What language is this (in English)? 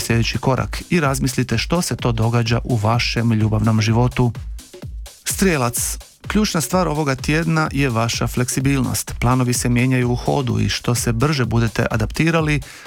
Croatian